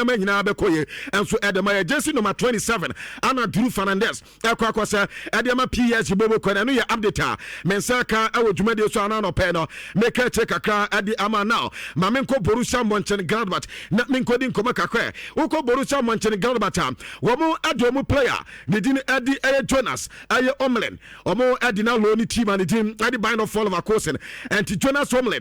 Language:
Akan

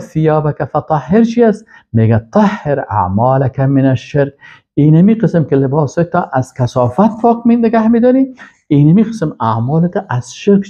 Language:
Persian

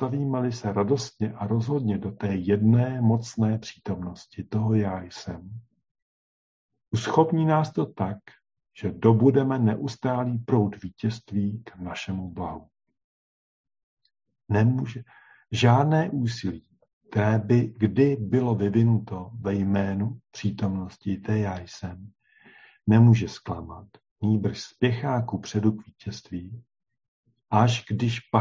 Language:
Czech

